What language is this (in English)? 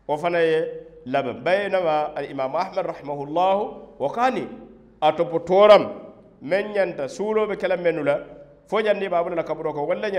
Mandingo